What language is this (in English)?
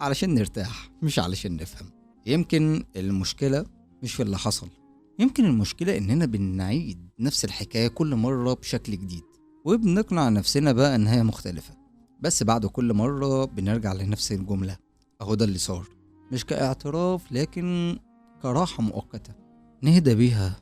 Egyptian Arabic